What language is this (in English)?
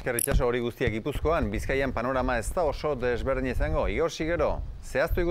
Basque